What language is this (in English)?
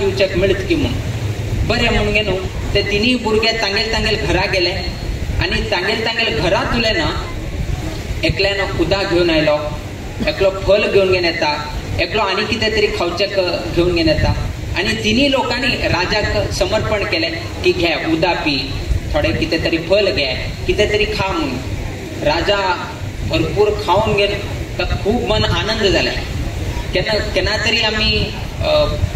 Konkani